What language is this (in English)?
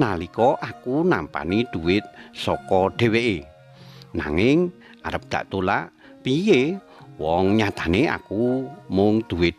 Javanese